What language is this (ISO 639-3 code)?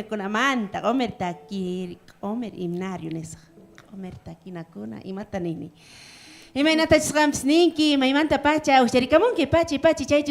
quh